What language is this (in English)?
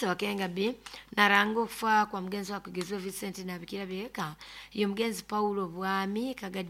Nyoro